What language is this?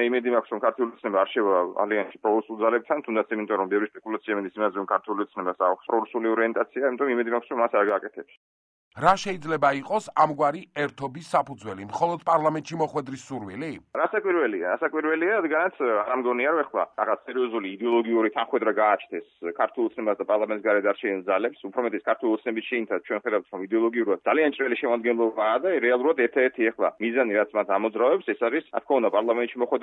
Georgian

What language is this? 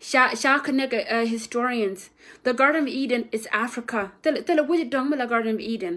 Nuer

